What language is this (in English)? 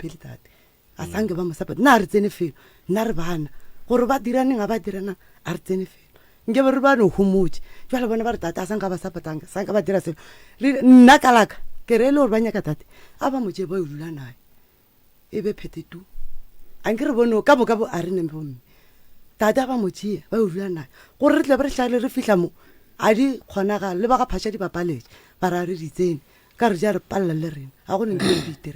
Northern Sotho